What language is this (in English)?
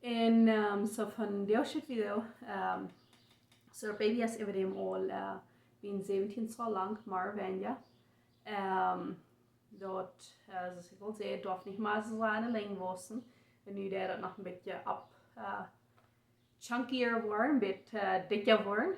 Plautdietsch